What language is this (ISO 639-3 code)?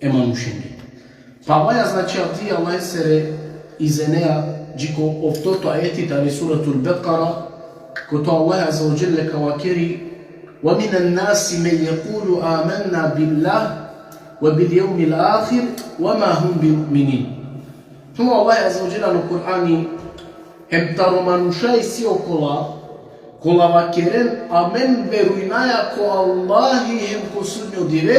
rmn